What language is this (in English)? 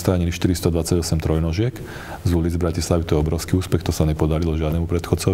Slovak